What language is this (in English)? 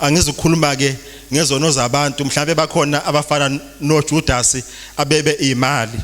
Zulu